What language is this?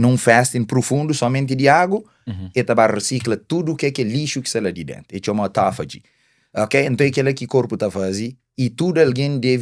Kabuverdianu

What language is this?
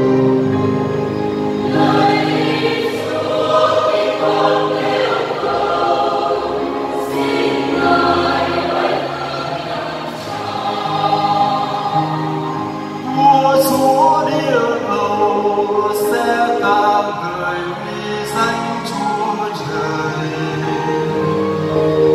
Vietnamese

